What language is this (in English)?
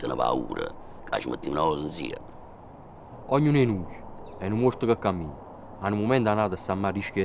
Neapolitan